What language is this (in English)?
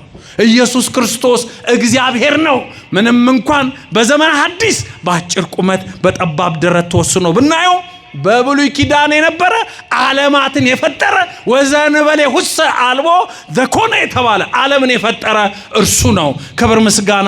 Amharic